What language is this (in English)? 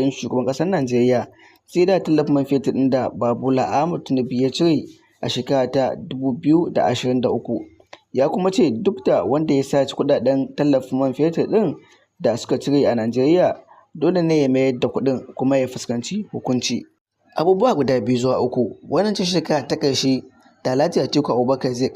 Hausa